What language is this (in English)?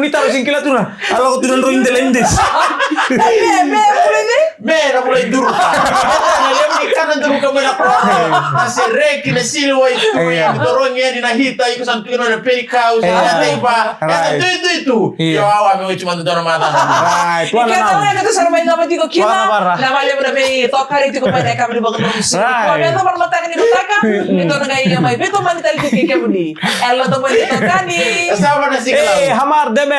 Fijian